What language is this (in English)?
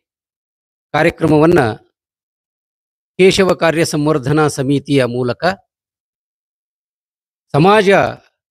Kannada